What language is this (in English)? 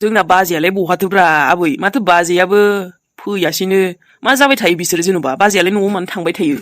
Bodo